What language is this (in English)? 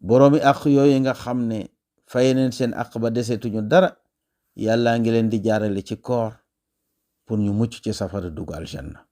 Wolof